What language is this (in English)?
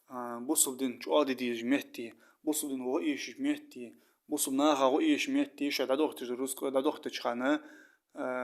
Ingush